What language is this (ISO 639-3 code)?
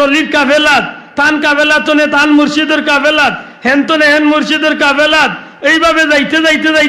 syl